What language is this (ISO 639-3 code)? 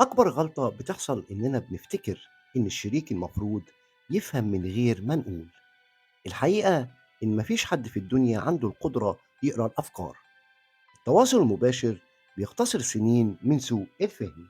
arz